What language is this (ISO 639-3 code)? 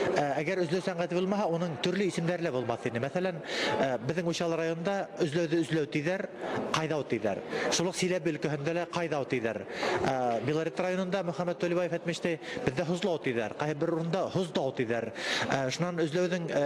bak